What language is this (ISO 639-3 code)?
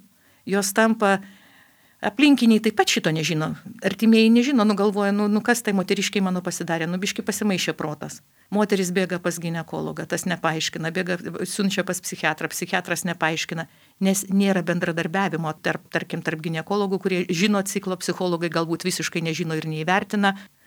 lit